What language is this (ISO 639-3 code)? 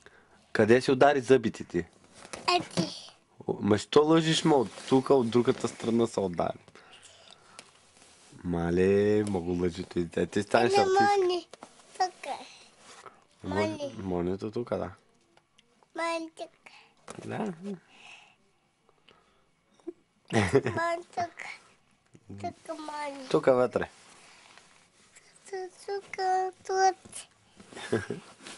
bul